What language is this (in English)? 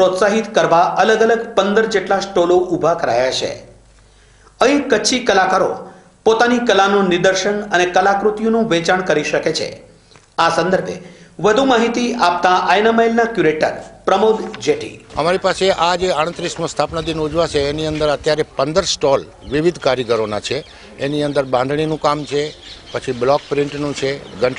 Gujarati